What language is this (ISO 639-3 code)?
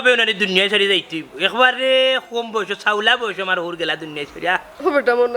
syl